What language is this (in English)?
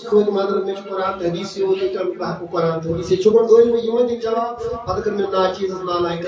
Kashmiri